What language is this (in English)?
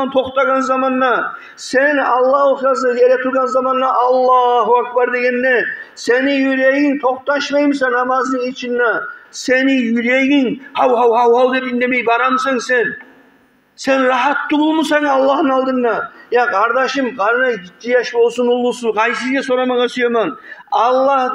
Kumyk